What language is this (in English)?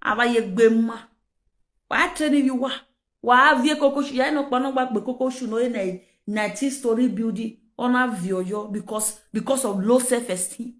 Nigerian Pidgin